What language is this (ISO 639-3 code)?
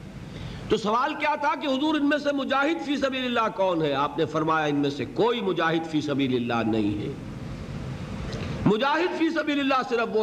urd